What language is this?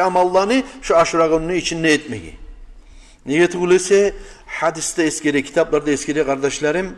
Kumyk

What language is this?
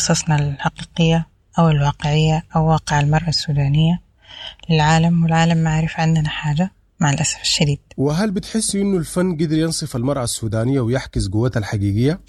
Sudanese Arabic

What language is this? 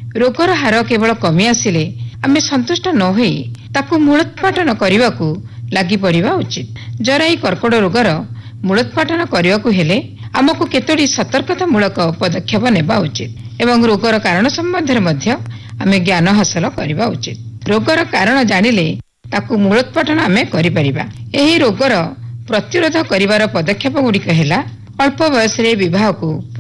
Odia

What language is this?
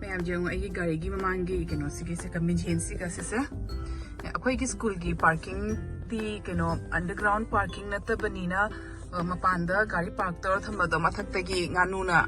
Manipuri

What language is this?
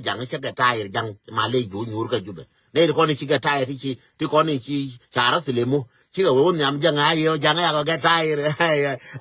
Nuer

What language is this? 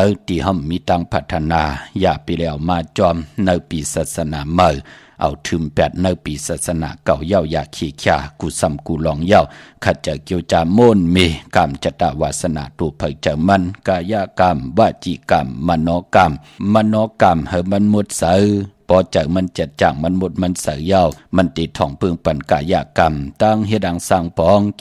Shan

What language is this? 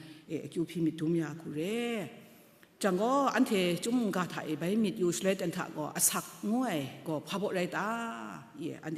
Kachin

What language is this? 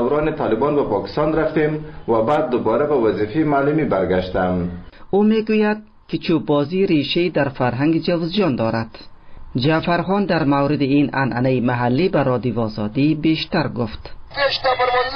Persian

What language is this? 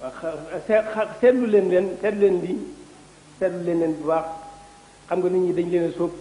Wolof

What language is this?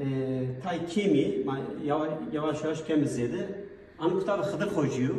Zaza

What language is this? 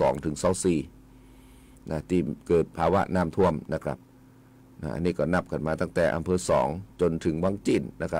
Thai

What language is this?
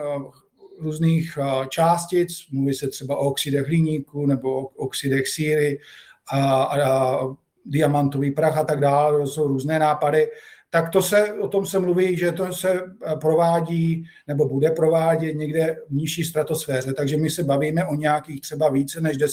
Czech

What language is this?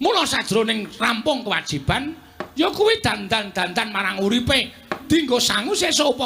Javanese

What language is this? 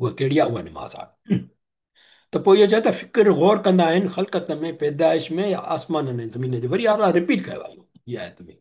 Sindhi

